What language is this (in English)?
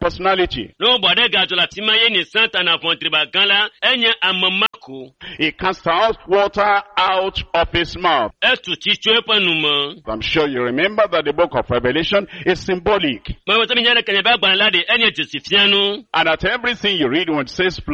Ewe